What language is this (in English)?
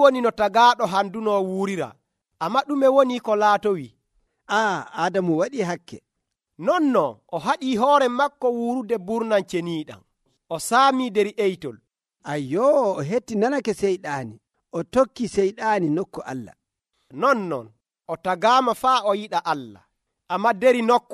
Nigerian Fulfulde